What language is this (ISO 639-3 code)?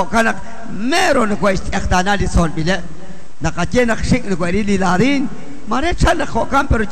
kek